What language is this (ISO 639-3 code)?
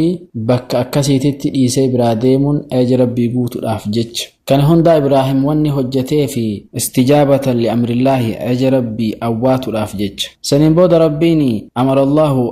orm